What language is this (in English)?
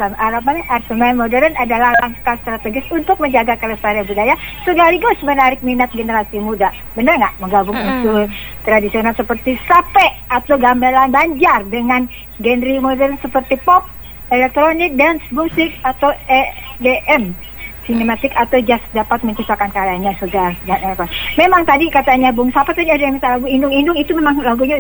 Indonesian